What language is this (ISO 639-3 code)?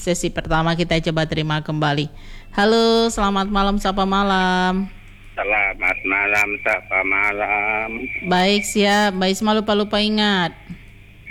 ind